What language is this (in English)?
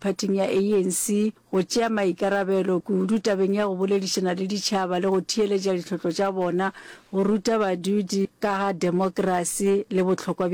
Northern Sotho